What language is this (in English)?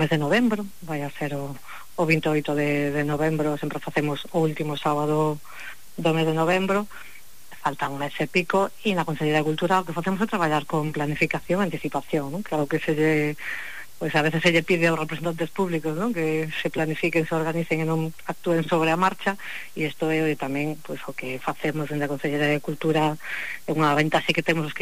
Galician